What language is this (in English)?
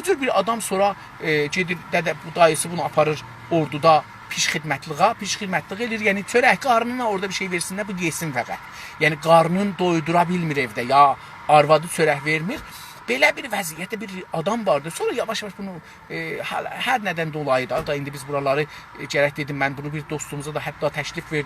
South Azerbaijani